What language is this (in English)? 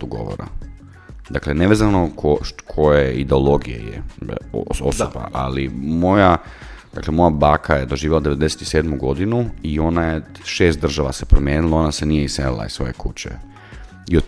Croatian